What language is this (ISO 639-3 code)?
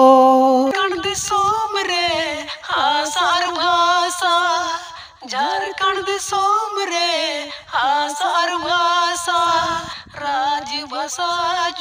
sat